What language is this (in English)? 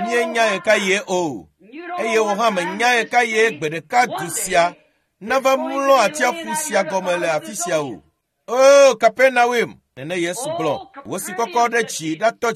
Ewe